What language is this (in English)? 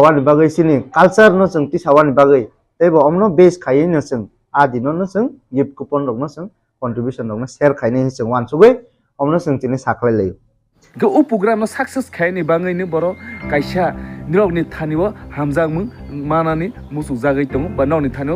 Kok Borok